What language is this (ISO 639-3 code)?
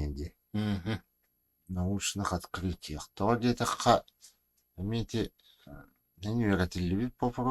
sah